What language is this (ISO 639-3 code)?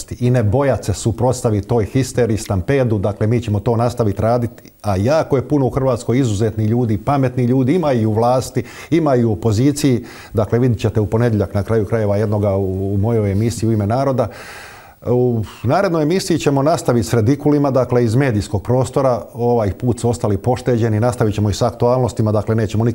hrv